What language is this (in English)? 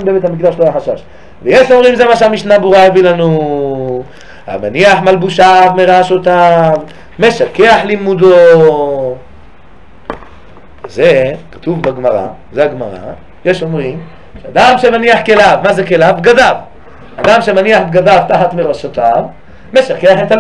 Hebrew